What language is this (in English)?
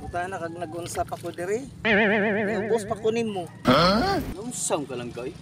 Cebuano